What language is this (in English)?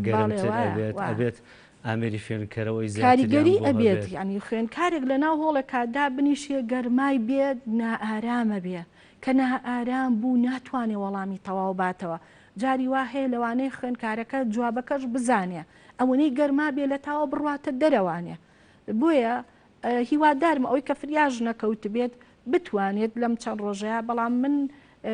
Central Kurdish